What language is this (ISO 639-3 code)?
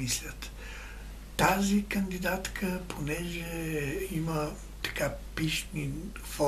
bul